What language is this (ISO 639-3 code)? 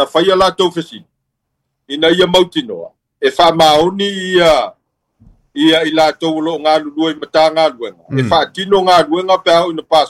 smo